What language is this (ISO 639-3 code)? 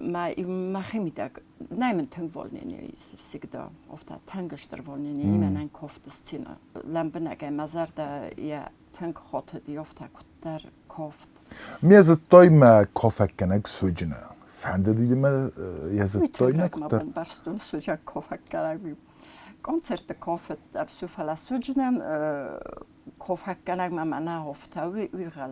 oss